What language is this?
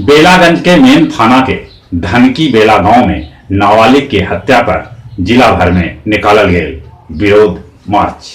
Magahi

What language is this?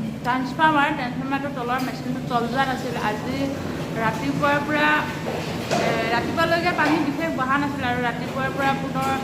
Assamese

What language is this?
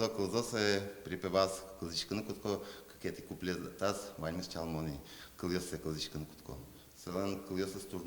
Udmurt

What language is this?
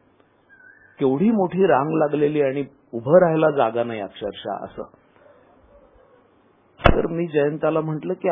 Marathi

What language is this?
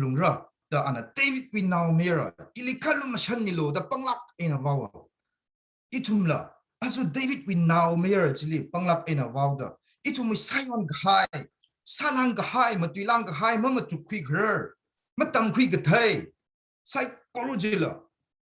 Tangkhul Naga (India)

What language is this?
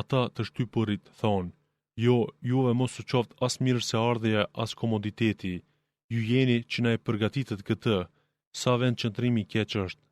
Albanian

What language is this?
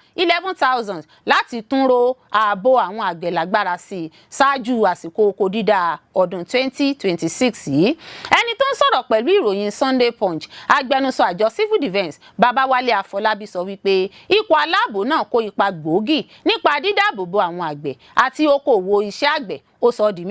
Yoruba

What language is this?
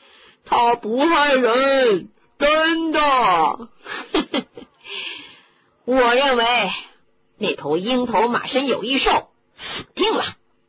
Chinese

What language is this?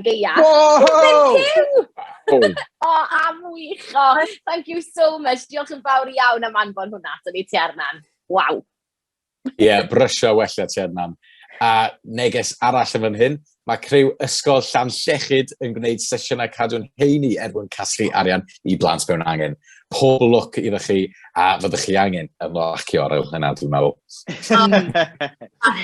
Welsh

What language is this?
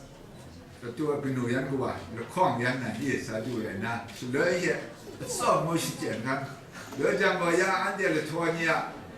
Kachin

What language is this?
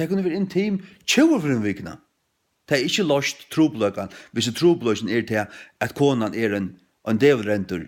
Faroese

